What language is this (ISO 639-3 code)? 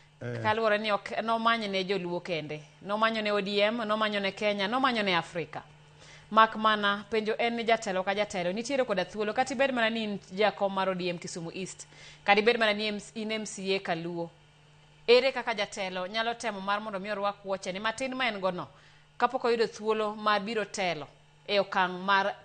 luo